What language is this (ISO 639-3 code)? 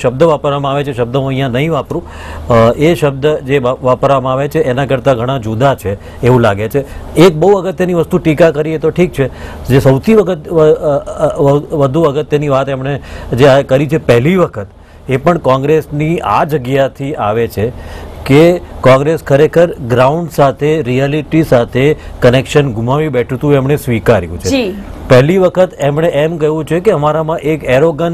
guj